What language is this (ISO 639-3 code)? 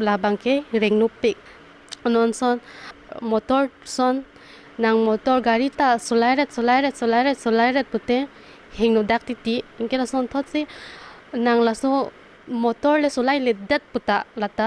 mjw